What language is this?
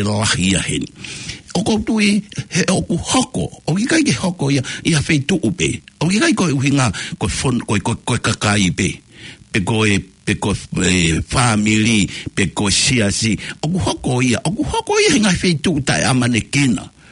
Tongan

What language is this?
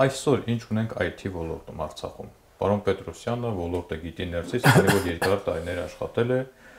Armenian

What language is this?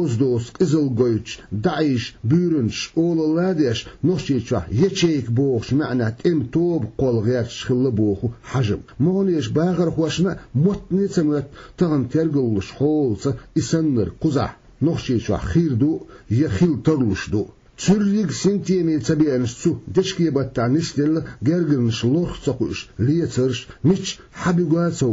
Chechen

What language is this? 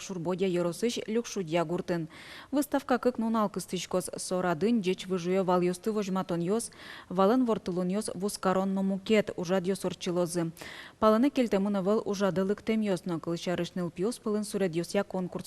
Udmurt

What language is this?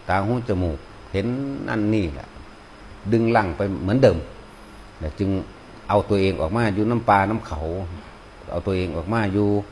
Northeastern Thai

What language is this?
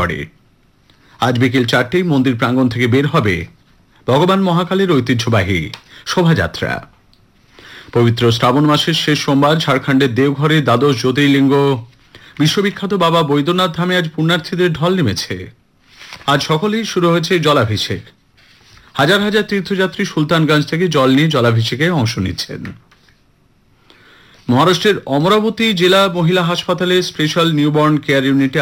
Bangla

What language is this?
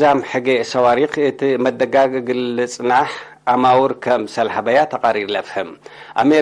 Tigre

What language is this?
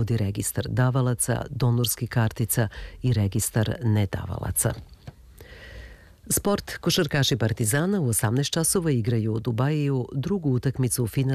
Serbian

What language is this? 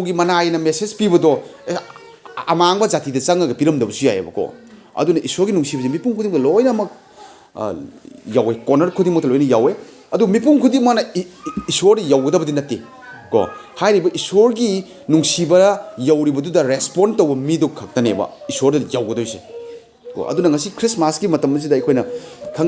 Manipuri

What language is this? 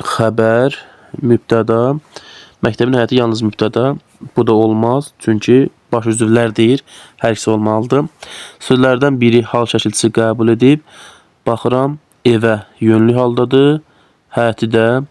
Azerbaijani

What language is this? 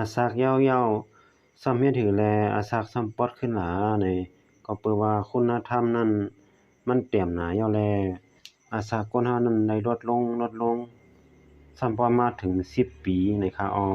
Shan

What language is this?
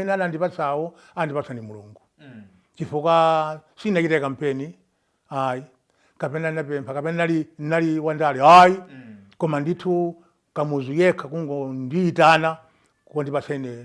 Nyanja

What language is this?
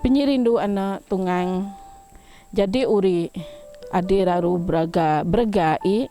Biatah Bidayuh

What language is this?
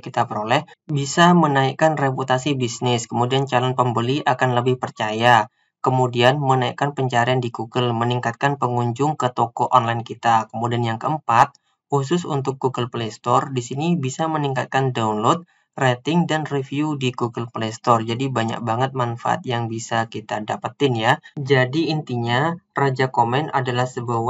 Indonesian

